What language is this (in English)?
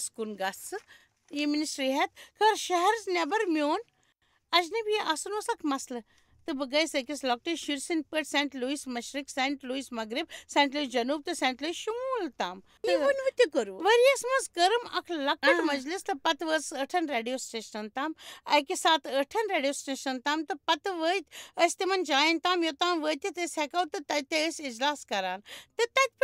Kashmiri